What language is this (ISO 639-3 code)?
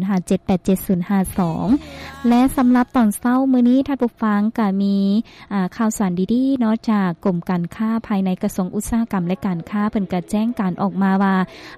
lao